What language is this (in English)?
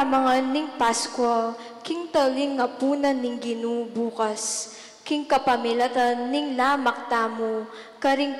Pampanga